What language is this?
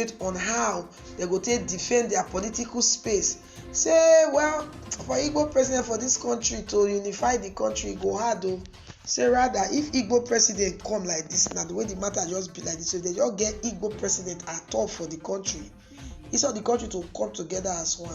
Nigerian Pidgin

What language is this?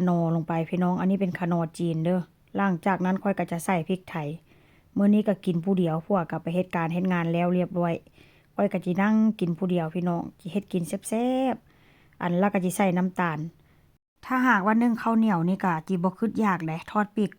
Northeastern Thai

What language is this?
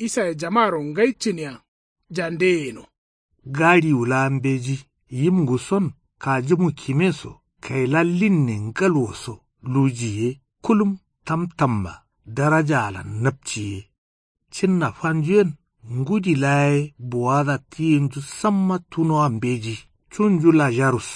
Kanuri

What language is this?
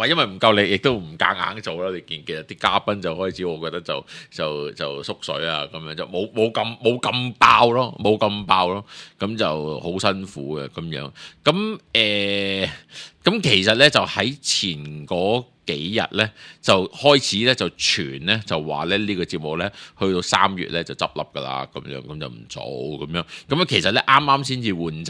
Cantonese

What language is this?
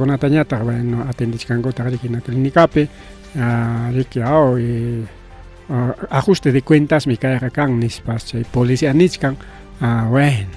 Ayacucho Quechua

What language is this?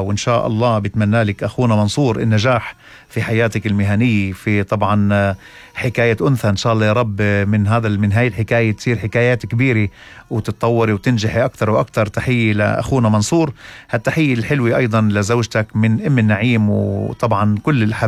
North Levantine Arabic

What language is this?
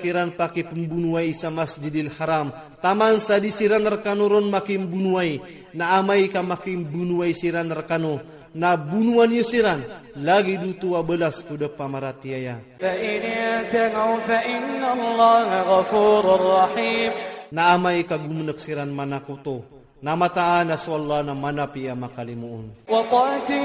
Iranun (Philippines)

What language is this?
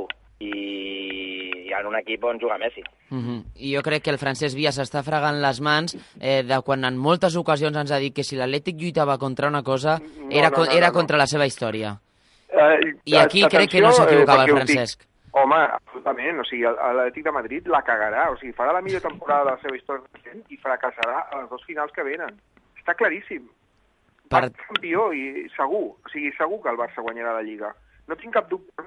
Catalan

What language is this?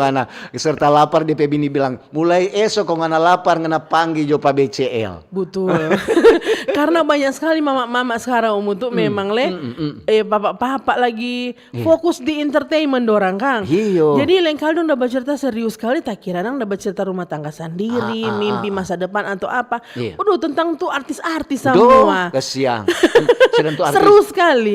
Manado Malay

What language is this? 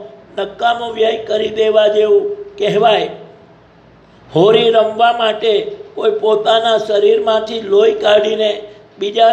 Gujarati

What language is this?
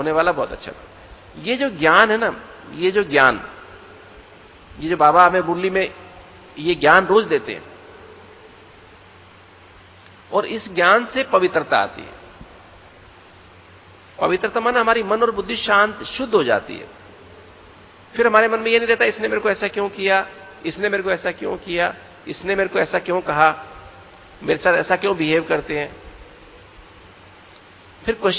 Hindi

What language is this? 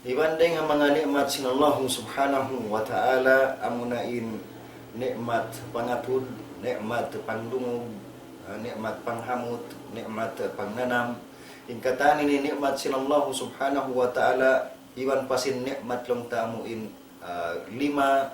Tausug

